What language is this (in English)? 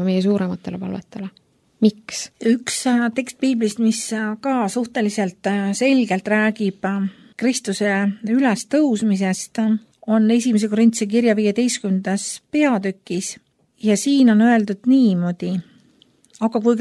Estonian